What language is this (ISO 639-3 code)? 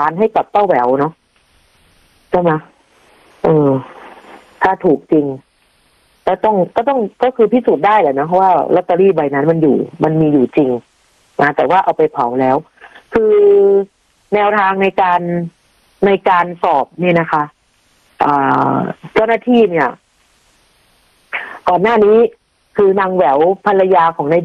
tha